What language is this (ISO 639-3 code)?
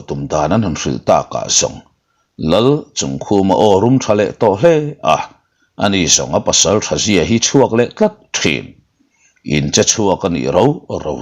lus